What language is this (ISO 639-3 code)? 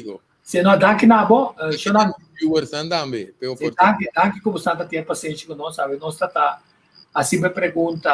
pap